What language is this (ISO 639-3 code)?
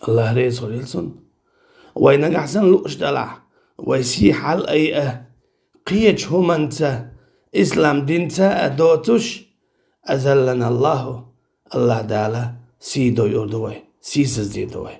che